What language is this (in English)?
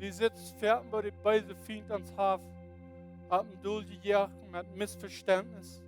Plautdietsch